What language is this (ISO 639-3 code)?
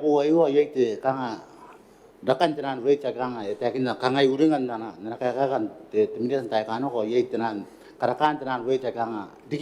gil